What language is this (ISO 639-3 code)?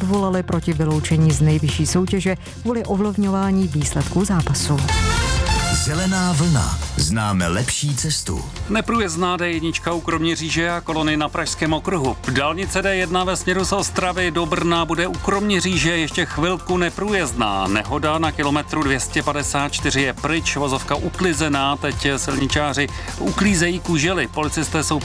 ces